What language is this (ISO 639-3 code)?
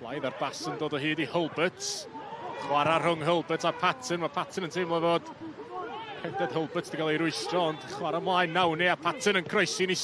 cym